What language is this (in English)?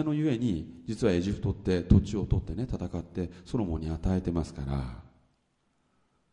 Japanese